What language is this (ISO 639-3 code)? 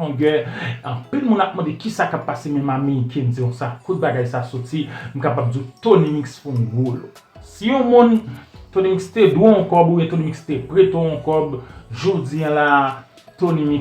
hat